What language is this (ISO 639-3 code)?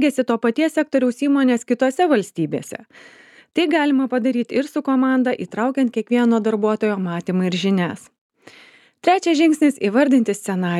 lit